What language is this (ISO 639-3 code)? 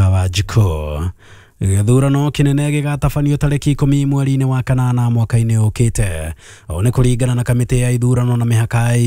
kik